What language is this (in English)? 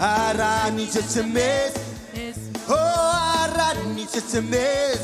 Marshallese